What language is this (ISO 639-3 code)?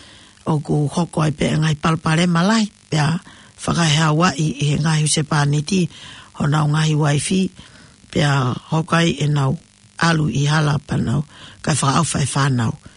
ton